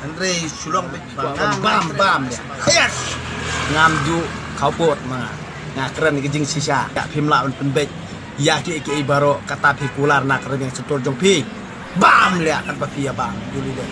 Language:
Khasi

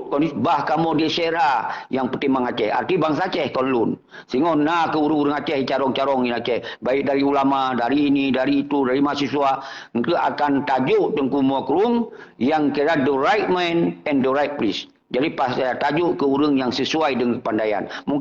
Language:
Achinese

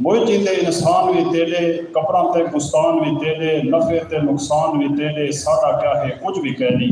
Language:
Saraiki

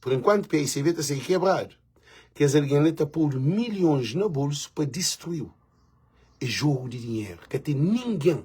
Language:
Kabuverdianu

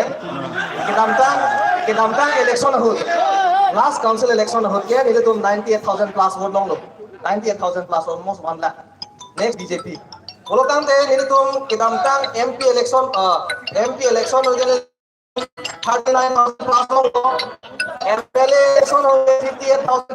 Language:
Karbi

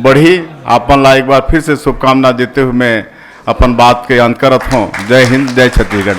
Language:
Chhattisgarhi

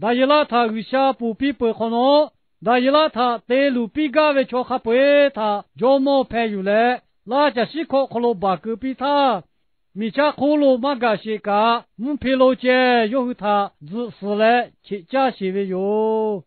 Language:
Lahu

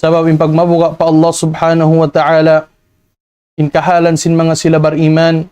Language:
Tausug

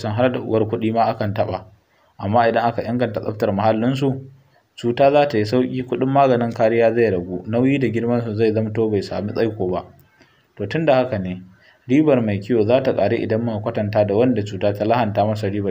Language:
Hausa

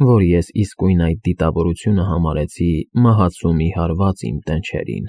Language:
Armenian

